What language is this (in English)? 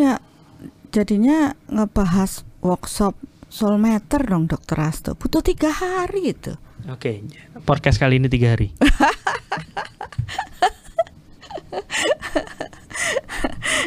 Indonesian